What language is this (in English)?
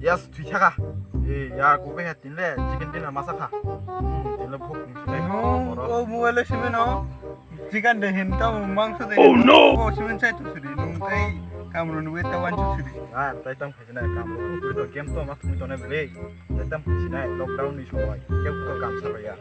Kok Borok